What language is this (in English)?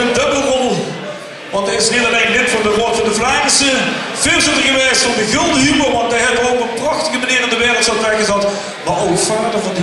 Limburgish